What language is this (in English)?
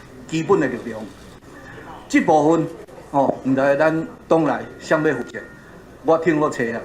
Min Nan Chinese